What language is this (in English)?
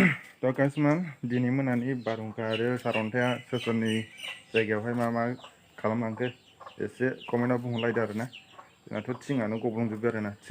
Bodo